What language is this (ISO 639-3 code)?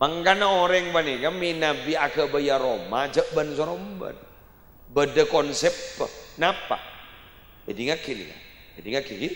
mad